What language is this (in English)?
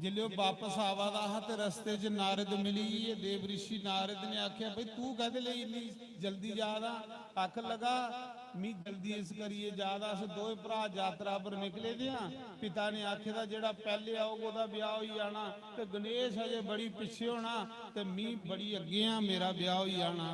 Dogri